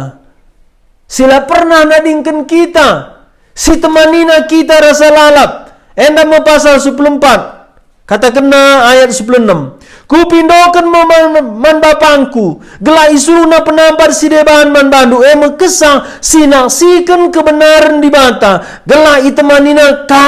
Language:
Batak Karo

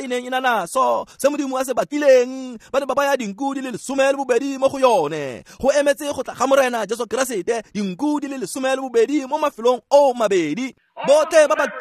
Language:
Tswana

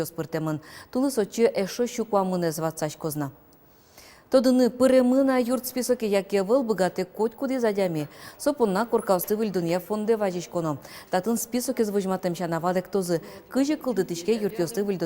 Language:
Udmurt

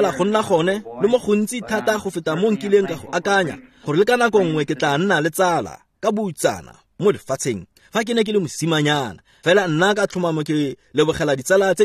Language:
Tswana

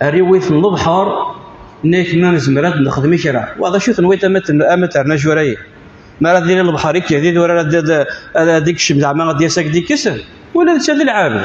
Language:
Kabyle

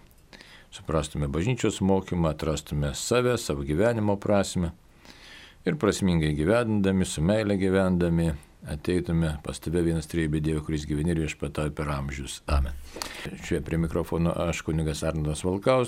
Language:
Lithuanian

